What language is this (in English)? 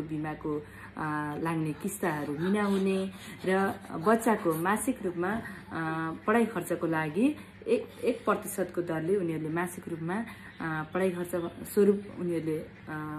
Nepali